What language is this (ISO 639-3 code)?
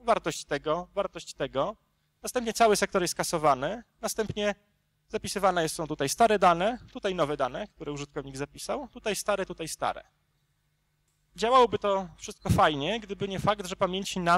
pol